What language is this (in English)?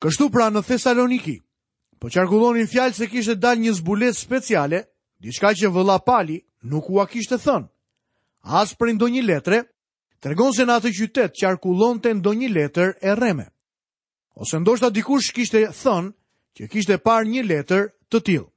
Albanian